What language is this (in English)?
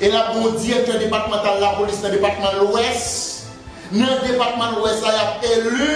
Haitian Creole